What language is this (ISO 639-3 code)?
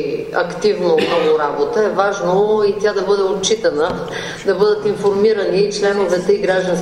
bul